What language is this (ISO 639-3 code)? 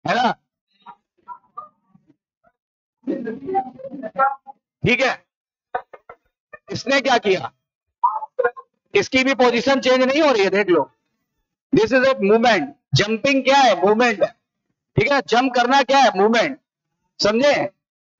hin